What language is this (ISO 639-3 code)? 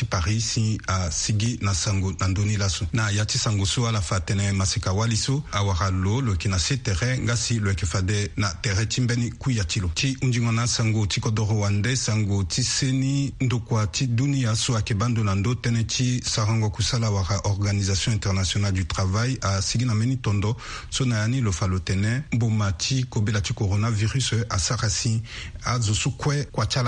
sag